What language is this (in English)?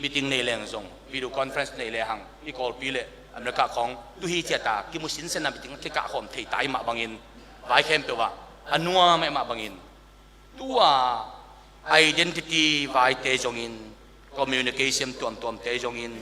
Tedim Chin